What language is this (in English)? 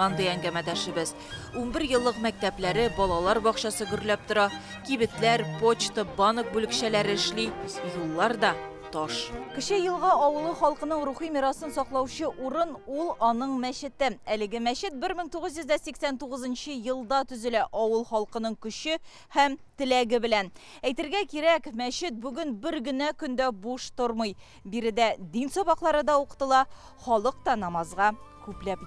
Tatar